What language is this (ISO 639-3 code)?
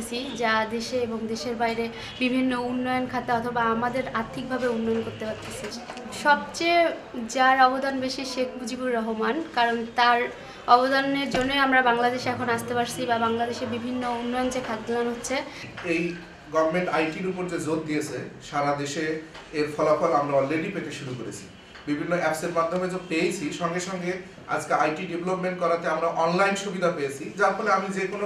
ben